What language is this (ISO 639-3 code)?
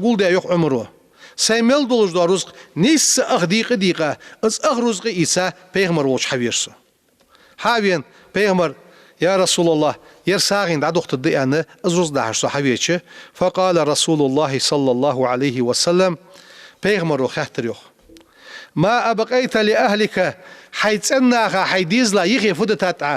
inh